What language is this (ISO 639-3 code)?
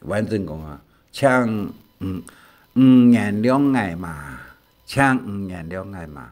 hak